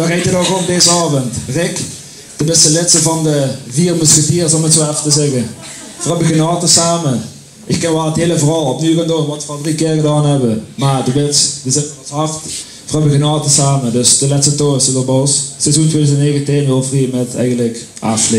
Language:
Limburgish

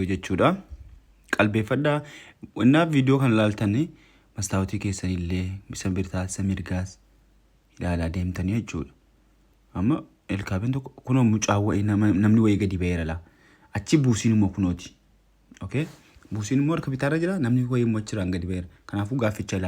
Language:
Oromo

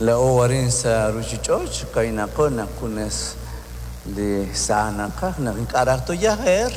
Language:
Kekchí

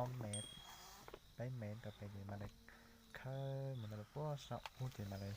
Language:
Hmong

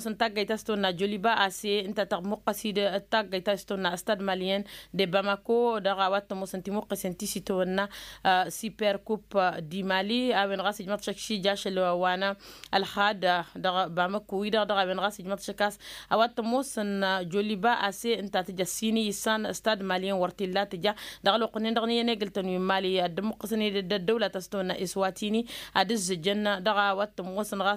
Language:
Tamasheq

